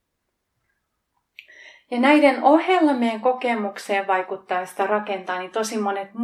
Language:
Finnish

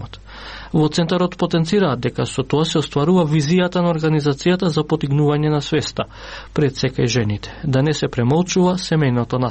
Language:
Macedonian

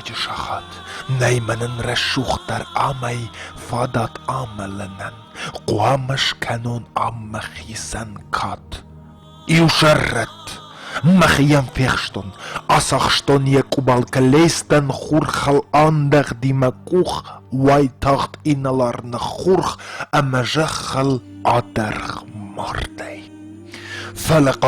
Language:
Ossetic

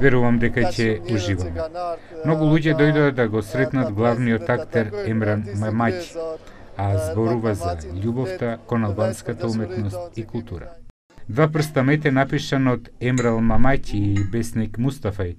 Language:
Macedonian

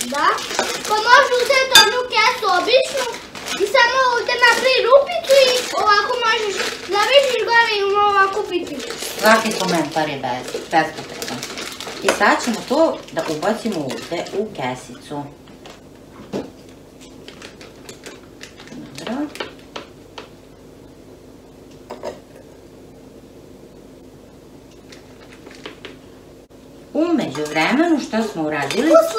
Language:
Serbian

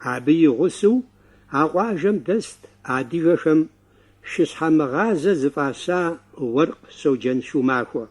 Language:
Kabardian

